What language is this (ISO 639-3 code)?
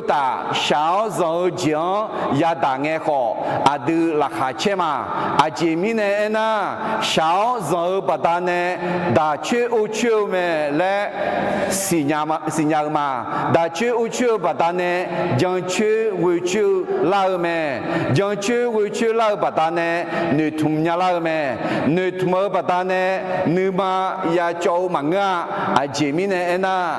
ahk